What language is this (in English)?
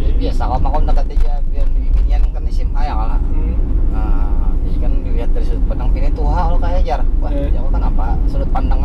Banjar